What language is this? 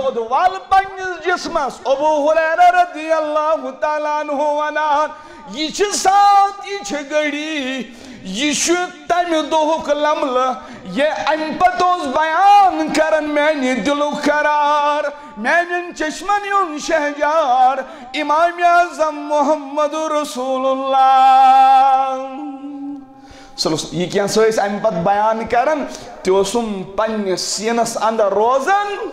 Kashmiri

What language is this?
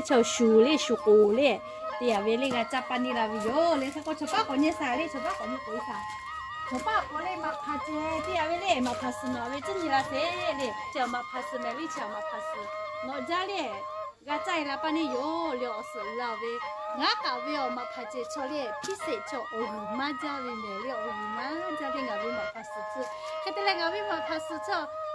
Lahu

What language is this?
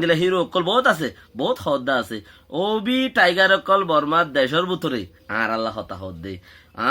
Rohingya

